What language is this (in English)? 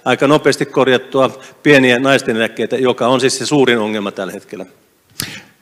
Finnish